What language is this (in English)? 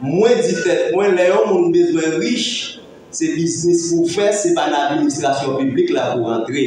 Haitian Creole